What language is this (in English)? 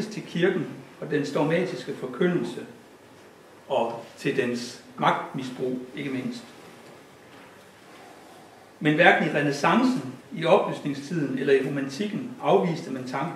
Danish